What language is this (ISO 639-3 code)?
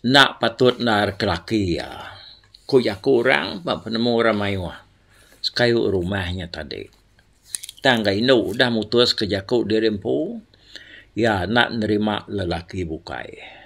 iba